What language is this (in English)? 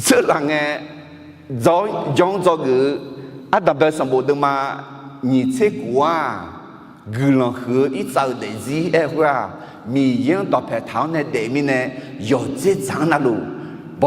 Akha